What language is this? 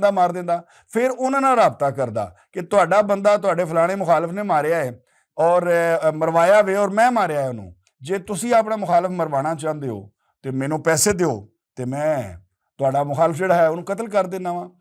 Western Panjabi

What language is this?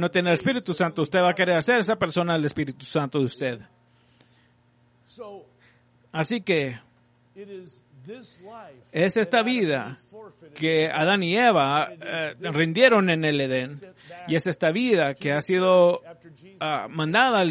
Spanish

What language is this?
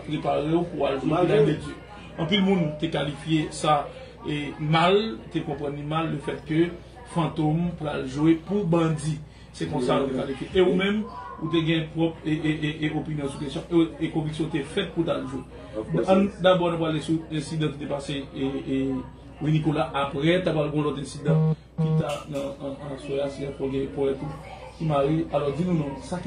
Haitian Creole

